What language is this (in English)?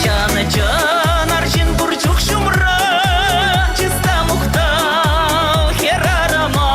Chuvash